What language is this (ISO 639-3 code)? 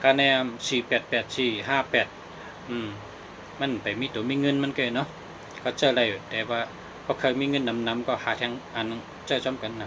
shn